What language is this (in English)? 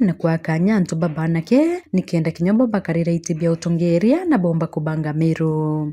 Meru